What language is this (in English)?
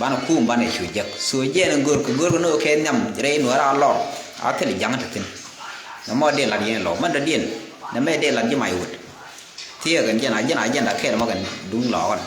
Nuer